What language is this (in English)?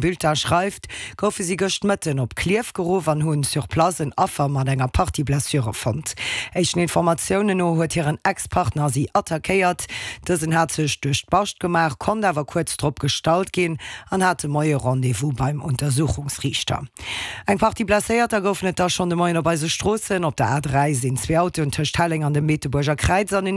Luxembourgish